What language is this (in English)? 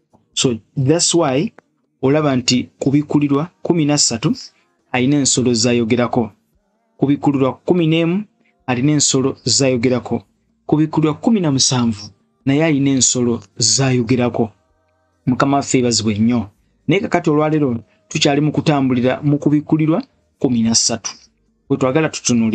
Ganda